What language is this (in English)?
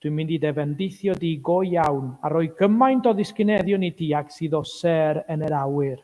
Welsh